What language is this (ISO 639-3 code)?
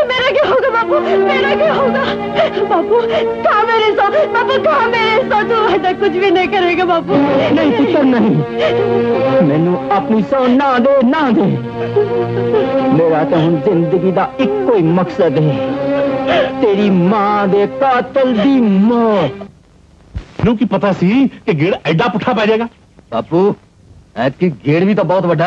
pan